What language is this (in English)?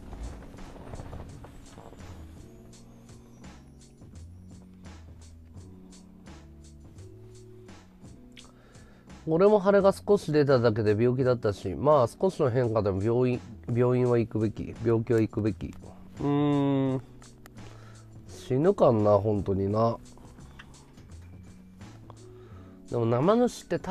Japanese